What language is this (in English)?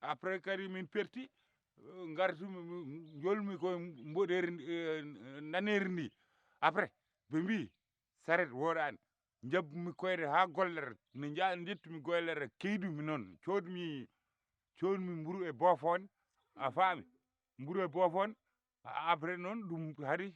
Fula